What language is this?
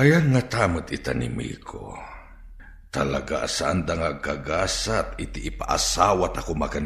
Iloko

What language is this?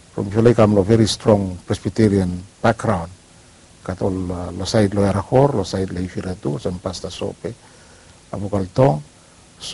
Bislama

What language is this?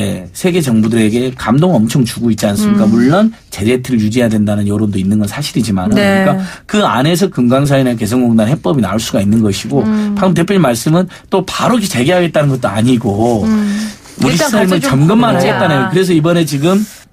Korean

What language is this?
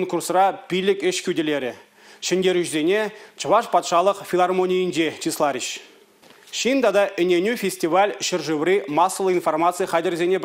Chuvash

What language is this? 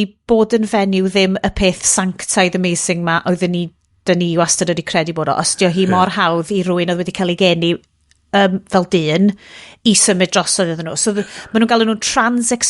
Welsh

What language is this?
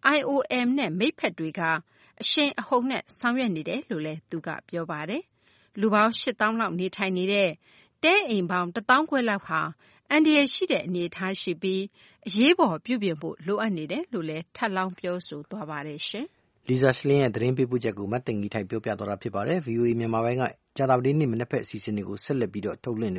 Burmese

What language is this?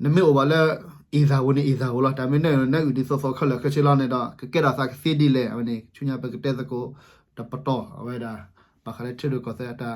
S'gaw Karen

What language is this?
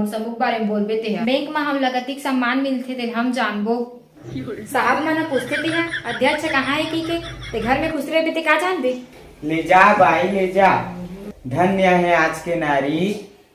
Chhattisgarhi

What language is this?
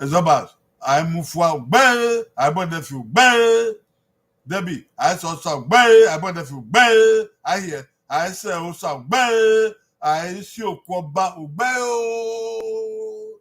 Bini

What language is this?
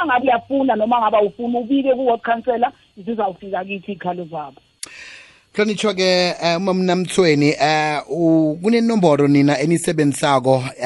South Ndebele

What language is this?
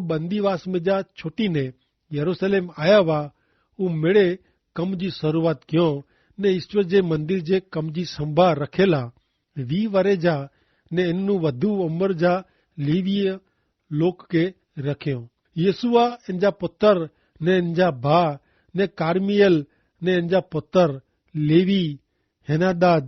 Kachhi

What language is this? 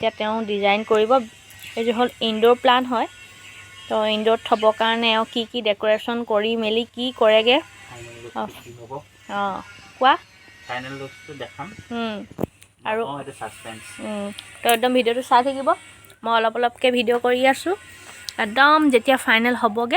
Assamese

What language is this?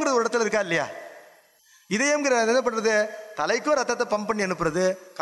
Tamil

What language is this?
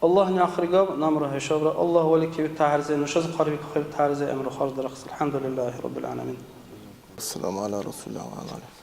Dargwa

